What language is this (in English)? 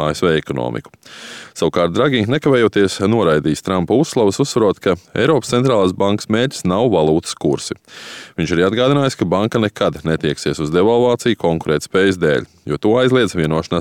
Latvian